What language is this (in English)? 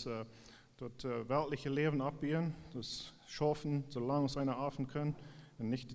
Plautdietsch